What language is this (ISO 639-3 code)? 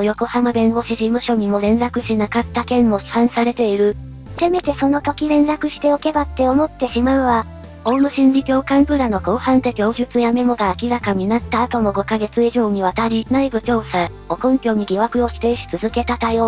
jpn